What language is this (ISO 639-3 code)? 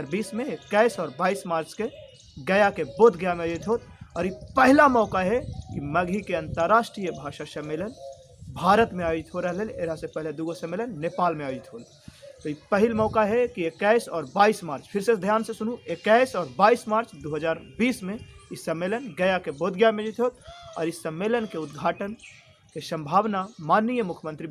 mag